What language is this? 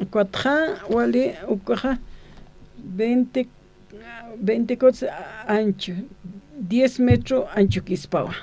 Aymara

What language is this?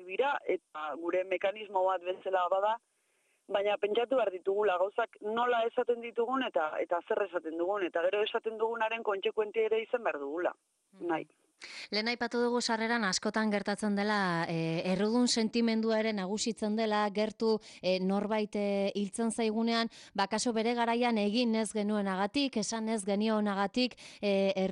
Basque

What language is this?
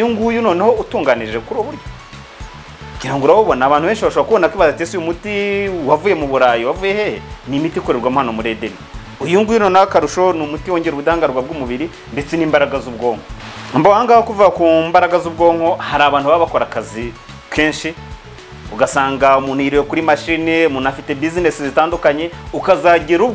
Kinyarwanda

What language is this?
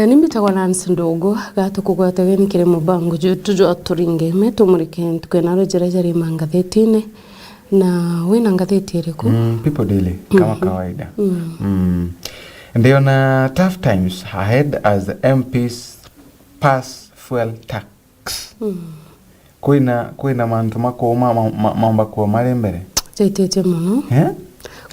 Meru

